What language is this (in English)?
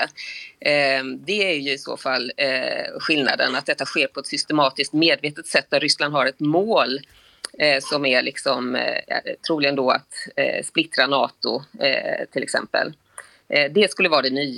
Swedish